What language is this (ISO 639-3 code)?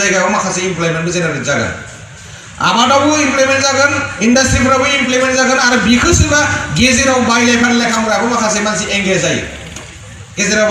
brx